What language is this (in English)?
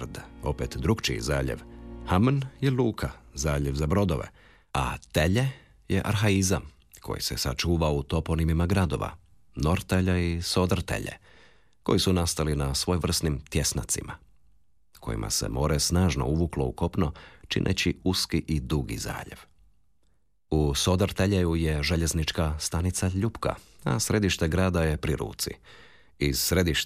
Croatian